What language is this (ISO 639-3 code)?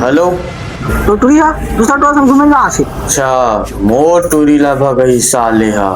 hne